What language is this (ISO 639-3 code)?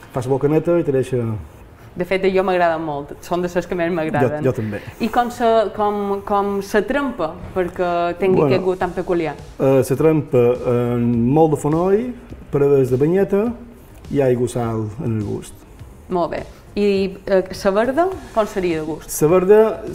cat